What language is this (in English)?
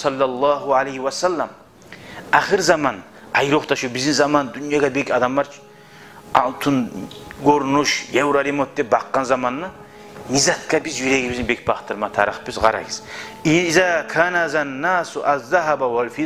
Kumyk